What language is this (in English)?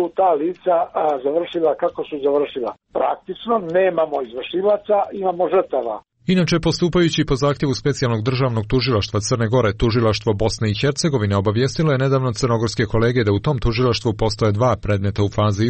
Serbian